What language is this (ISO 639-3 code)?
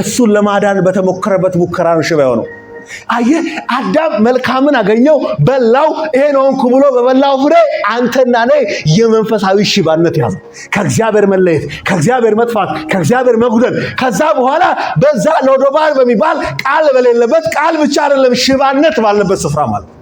amh